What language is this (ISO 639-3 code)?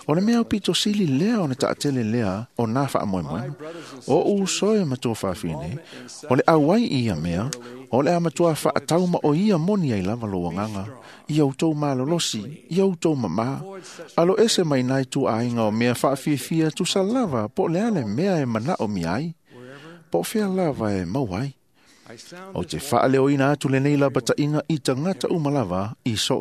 smo